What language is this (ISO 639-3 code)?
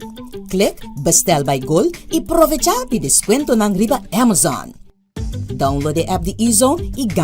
pap